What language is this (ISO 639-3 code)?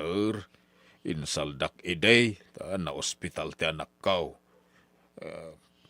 ilo